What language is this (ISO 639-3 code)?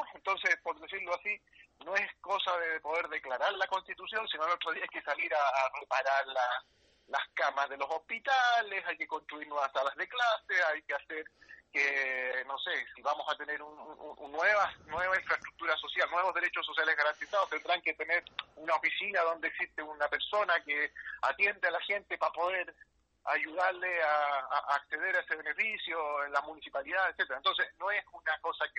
spa